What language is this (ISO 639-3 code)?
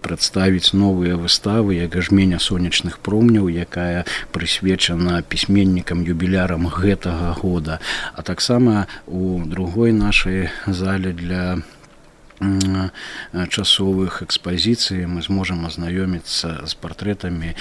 bel